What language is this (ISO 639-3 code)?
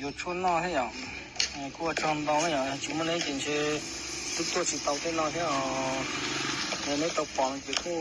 hmn